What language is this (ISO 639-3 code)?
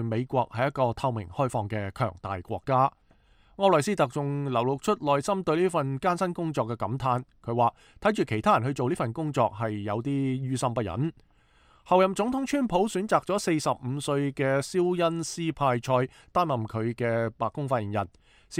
yue